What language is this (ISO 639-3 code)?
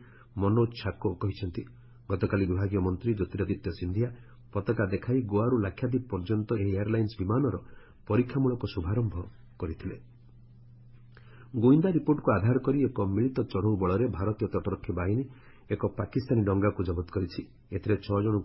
ori